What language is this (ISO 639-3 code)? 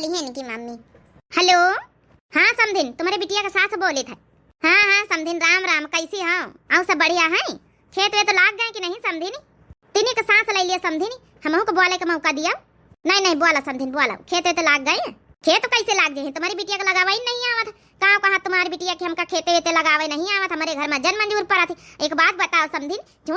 awa